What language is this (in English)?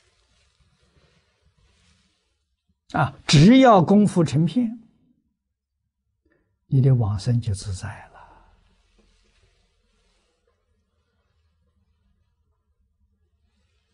Chinese